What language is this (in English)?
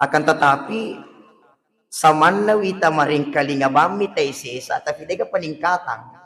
Buginese